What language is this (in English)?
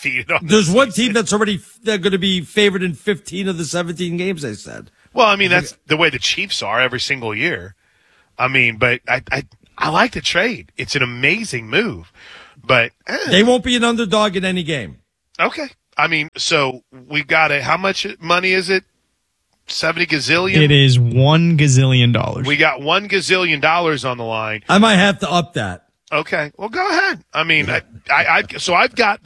English